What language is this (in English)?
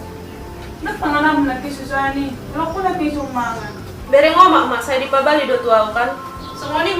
Batak Toba